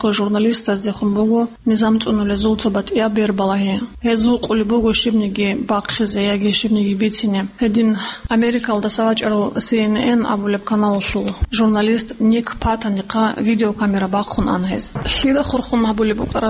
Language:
Avaric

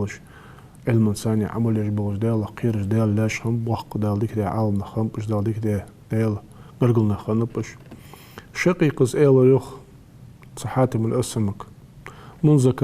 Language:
Ingush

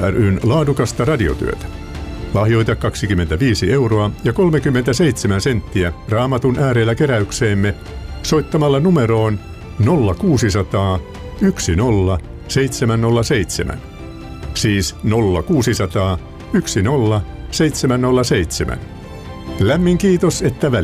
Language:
Finnish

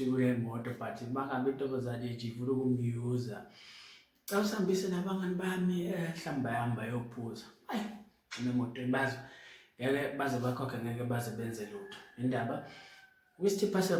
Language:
Zulu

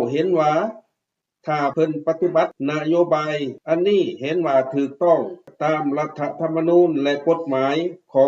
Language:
Lao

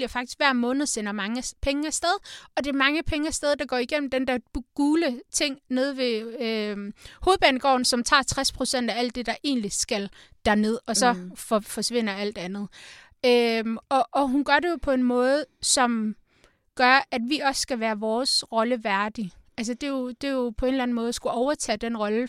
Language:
Danish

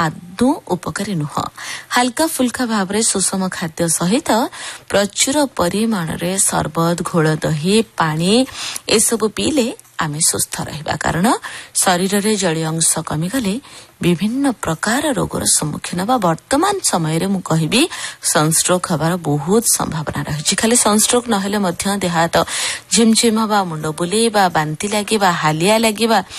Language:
Odia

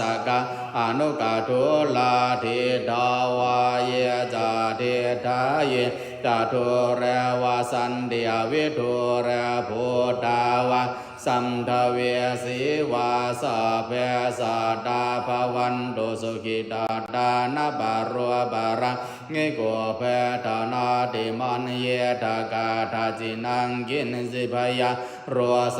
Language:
Pali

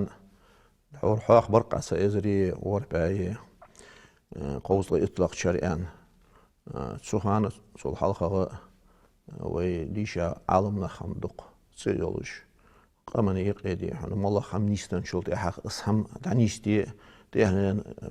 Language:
Ingush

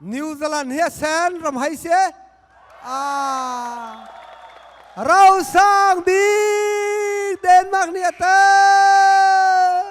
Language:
Hakha Chin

